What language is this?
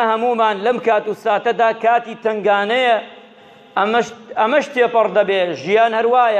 Central Kurdish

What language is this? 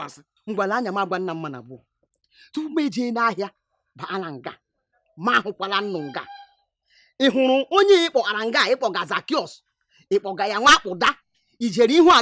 Igbo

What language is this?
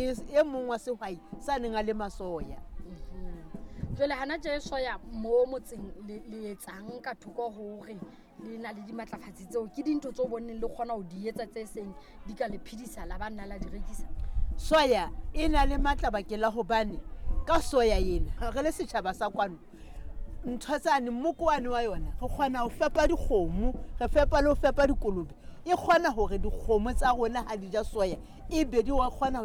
Southern Sotho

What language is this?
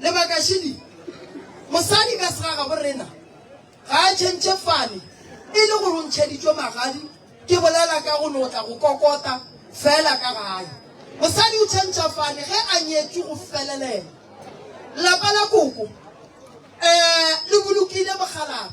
Northern Sotho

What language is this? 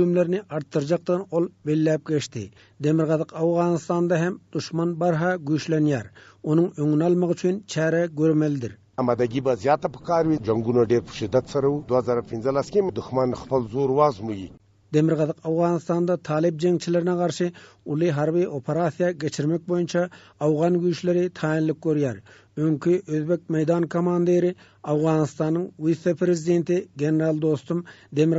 Turkmen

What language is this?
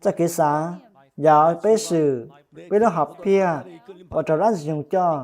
Hmong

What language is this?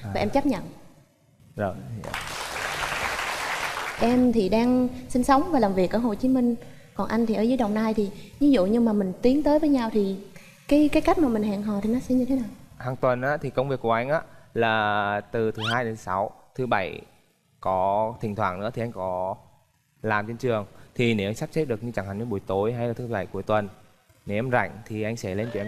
Vietnamese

